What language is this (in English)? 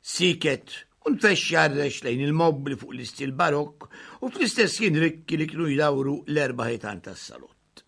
Maltese